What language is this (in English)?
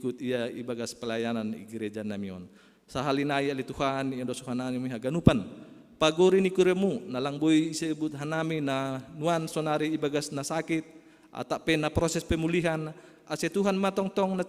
Batak Simalungun